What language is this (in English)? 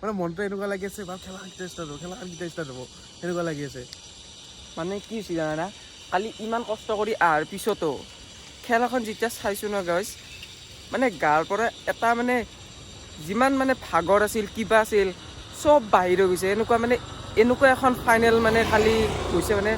Assamese